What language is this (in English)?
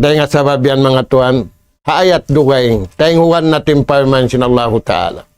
Tausug